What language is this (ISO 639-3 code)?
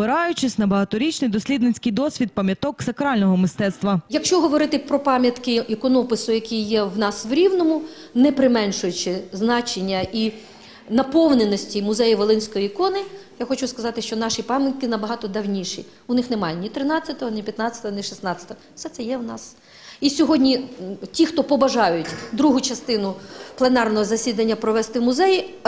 ukr